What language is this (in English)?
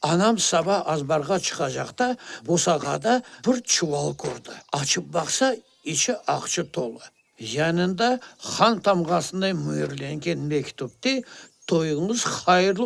Crimean Tatar